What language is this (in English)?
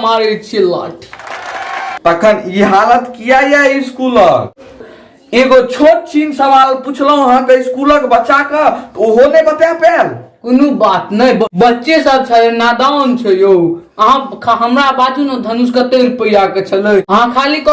Maithili